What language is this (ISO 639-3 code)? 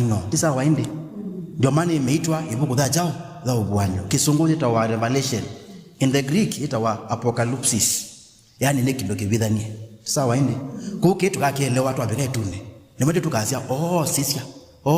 kam